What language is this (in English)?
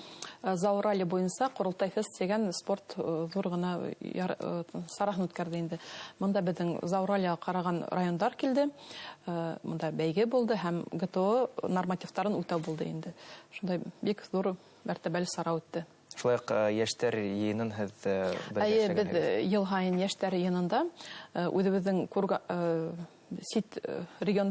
Bashkir